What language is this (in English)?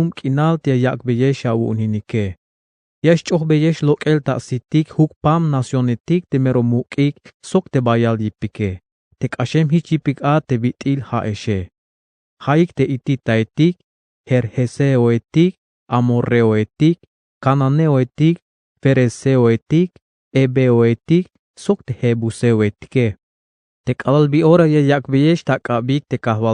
Tzeltal